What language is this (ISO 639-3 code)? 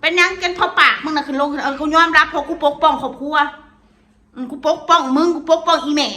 tts